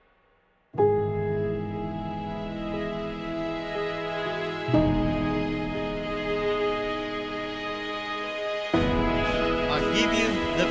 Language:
Afrikaans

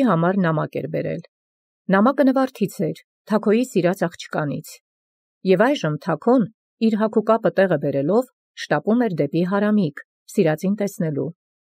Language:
Armenian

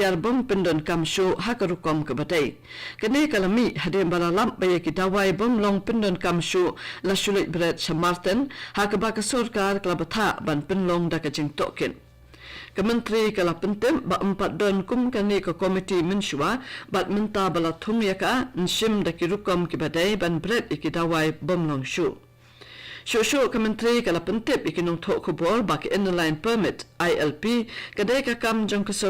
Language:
Khasi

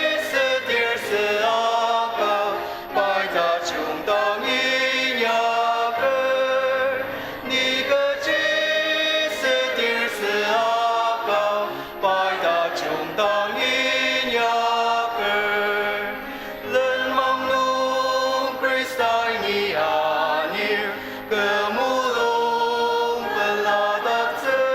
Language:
Ao Naga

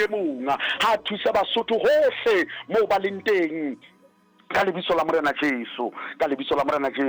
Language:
Southern Sotho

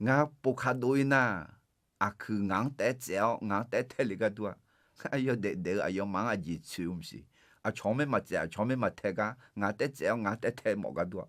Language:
Akha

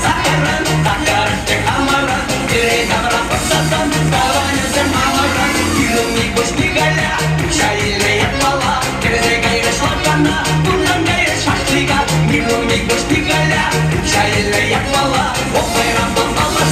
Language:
Chuvash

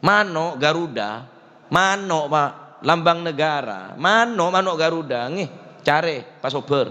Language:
Madurese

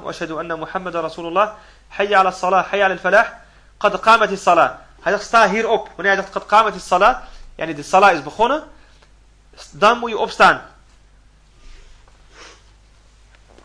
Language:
Dutch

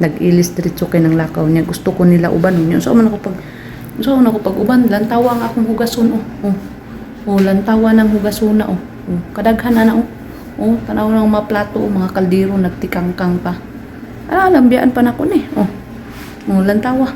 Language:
Cebuano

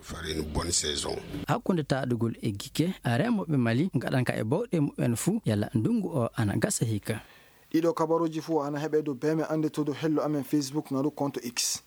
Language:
Fula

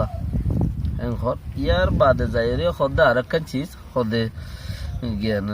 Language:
Rohingya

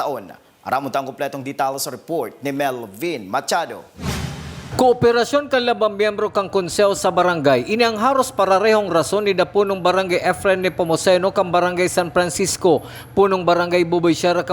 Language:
Bikol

